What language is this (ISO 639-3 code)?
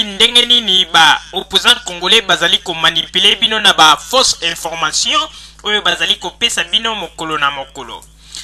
lin